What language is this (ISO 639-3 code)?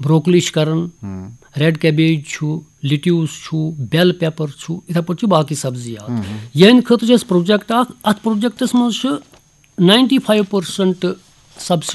kas